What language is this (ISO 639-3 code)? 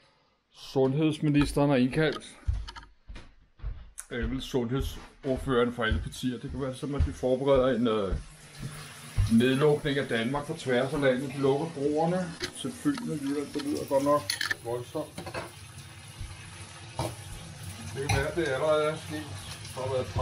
dan